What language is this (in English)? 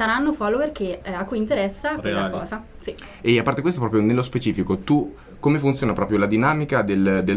Italian